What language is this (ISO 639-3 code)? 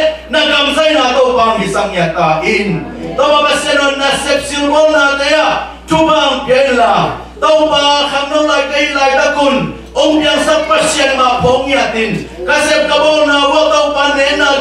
ctd